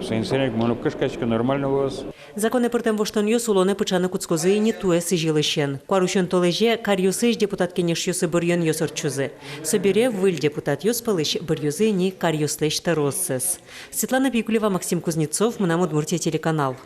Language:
Udmurt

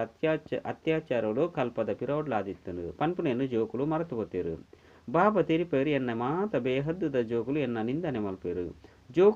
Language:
Tulu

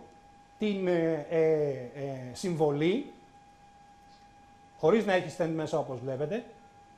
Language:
Greek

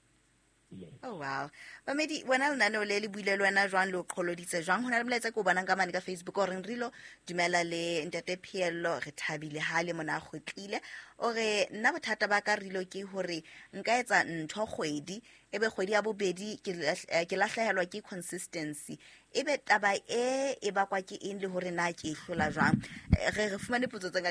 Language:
Southern Sotho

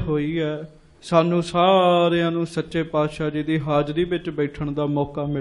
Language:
Punjabi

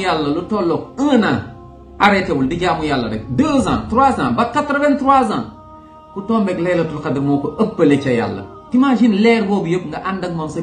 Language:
Wolof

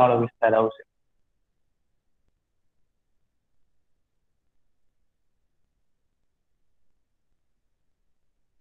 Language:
Gujarati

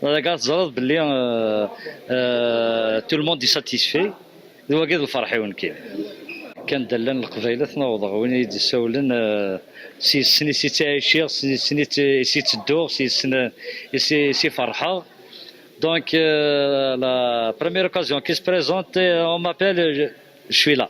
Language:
Kabyle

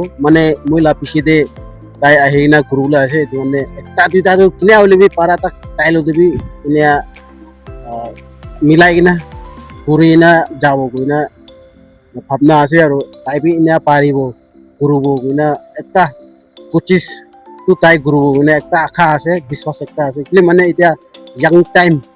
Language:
Naga Pidgin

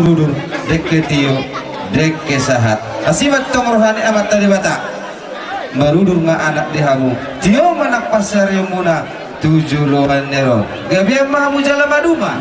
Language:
Batak Toba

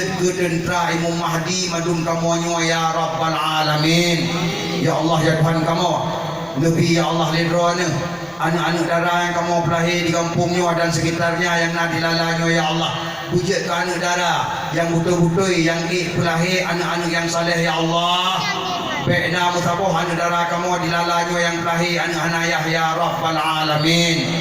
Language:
Achinese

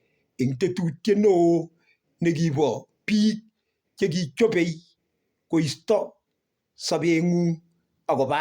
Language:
Kalenjin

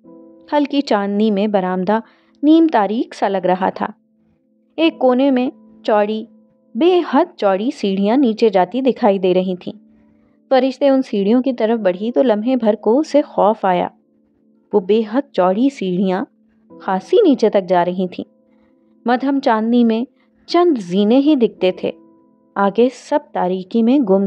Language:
Urdu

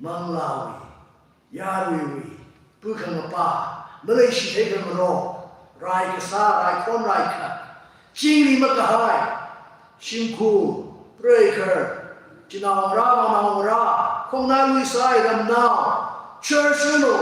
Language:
Tangkhul Naga (India)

